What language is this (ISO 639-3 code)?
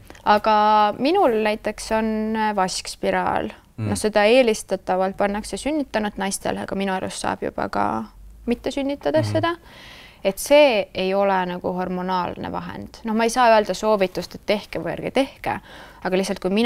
est